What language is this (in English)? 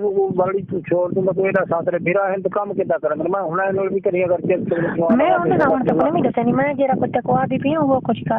Saraiki